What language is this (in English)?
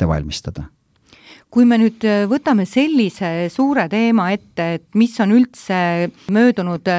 Estonian